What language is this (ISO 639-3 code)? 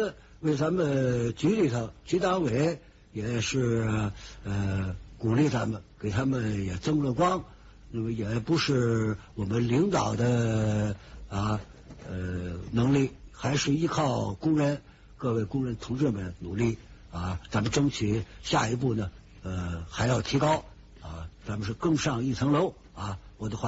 zho